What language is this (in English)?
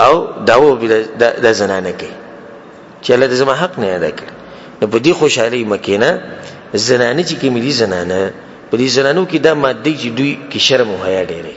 Pashto